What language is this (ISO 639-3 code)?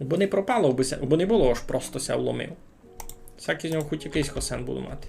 rue